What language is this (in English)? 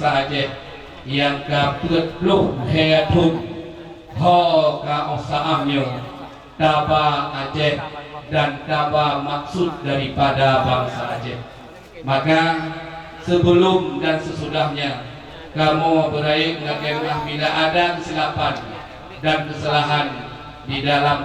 Achinese